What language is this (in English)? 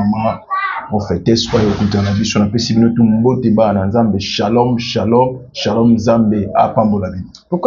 Lingala